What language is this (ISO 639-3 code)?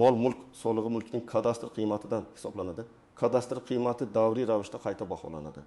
uzb